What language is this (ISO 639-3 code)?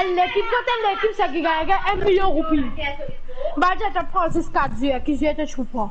mfe